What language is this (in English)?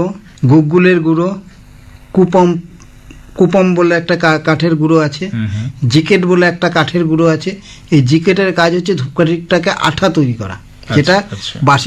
Bangla